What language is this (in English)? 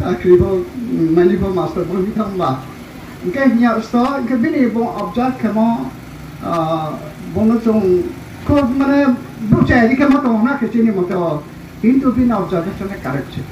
Riang (India)